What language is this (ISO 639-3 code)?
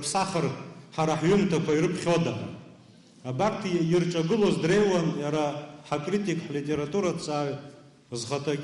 abk